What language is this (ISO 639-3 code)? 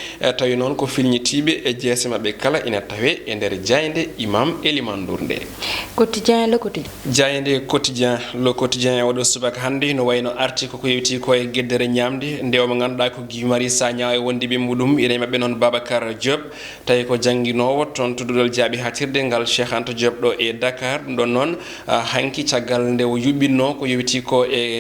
ful